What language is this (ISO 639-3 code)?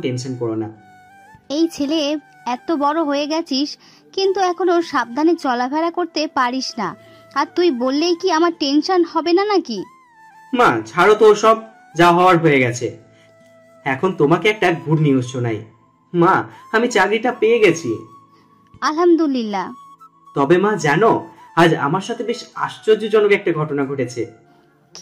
ben